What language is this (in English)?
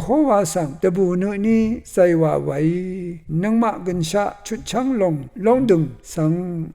Rawang